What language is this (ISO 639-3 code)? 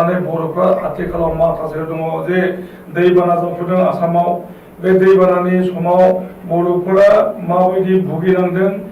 brx